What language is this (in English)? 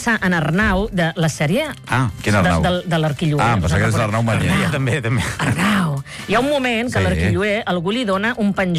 Catalan